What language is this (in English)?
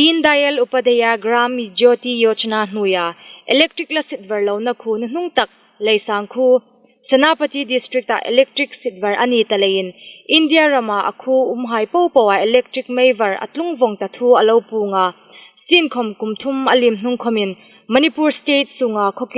Hmar